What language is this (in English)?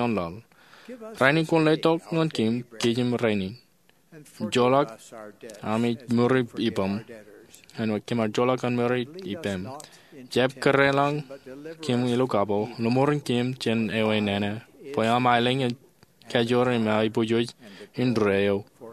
Marshallese